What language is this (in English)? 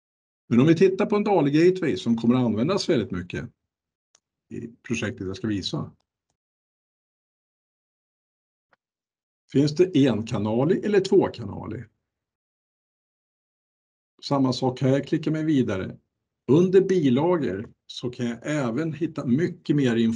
Swedish